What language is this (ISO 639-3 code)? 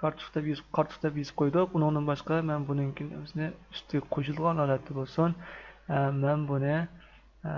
uig